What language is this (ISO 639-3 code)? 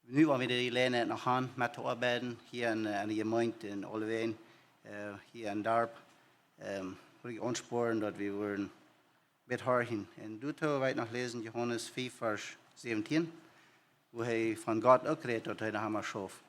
pdt